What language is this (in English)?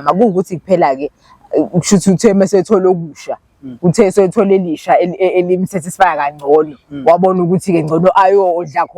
Zulu